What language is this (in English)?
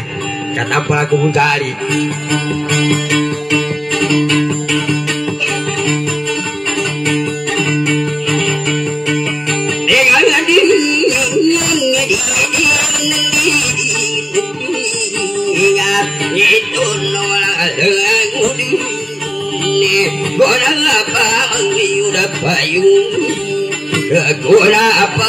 Malay